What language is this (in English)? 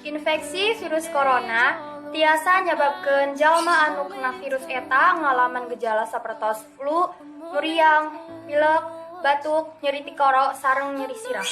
Sundanese